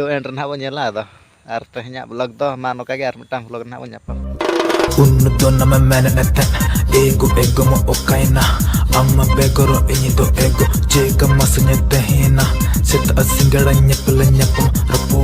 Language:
Santali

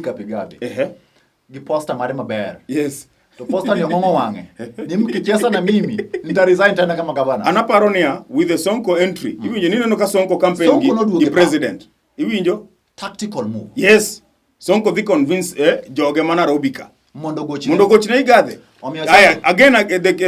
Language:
Luo (Kenya and Tanzania)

